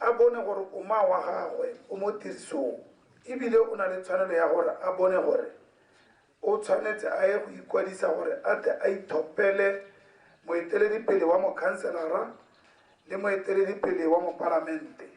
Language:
Tswana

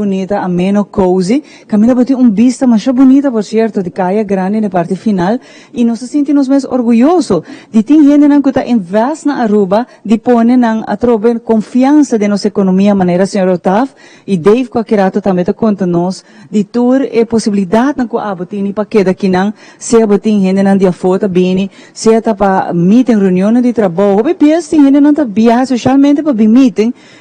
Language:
Papiamento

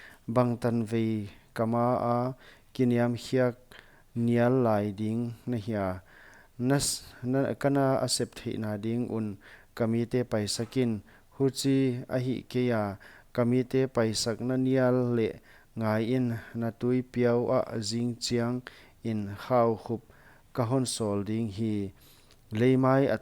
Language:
Paite Chin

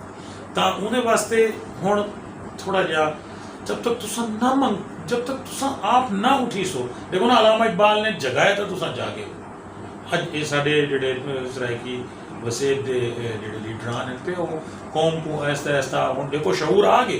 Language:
Saraiki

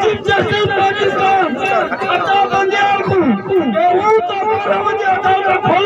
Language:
Saraiki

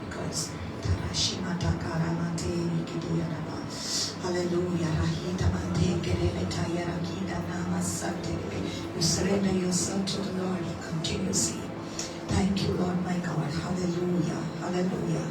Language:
Konkani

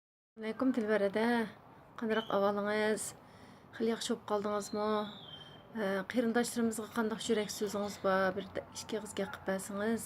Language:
Uyghur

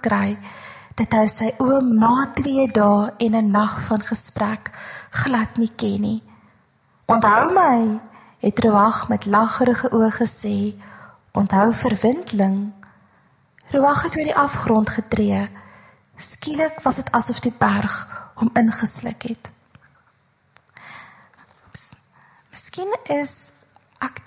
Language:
Afrikaans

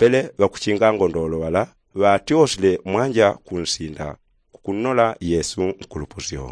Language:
Yao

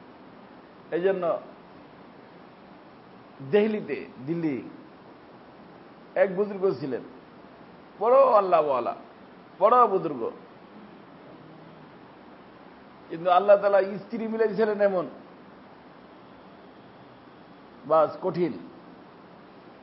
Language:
Bangla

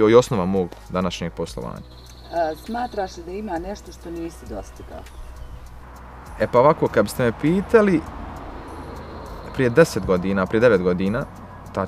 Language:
Bosnian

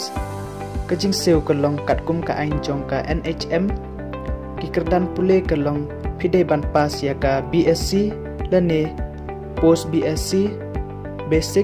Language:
Khasi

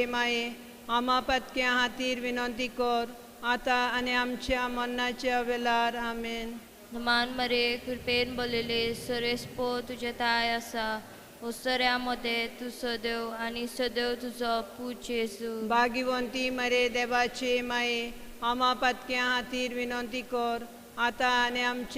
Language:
Konkani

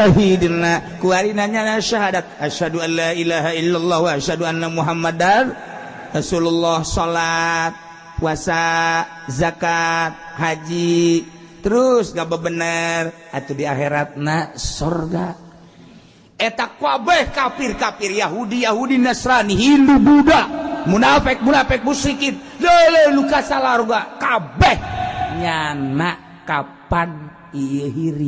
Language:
Sundanese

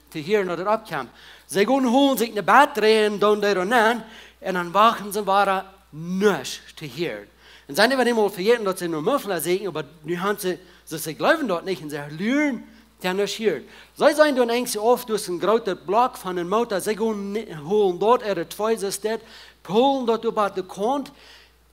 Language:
Plautdietsch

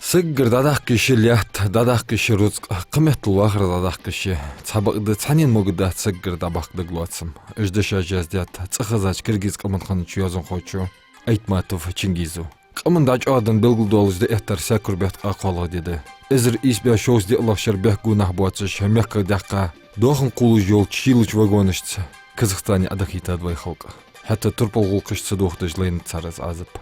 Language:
Ingush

